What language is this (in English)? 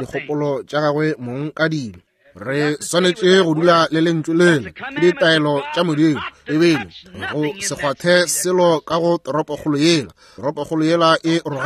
Northern Sotho